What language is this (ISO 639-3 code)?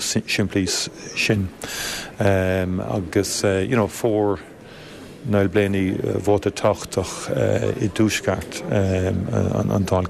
gle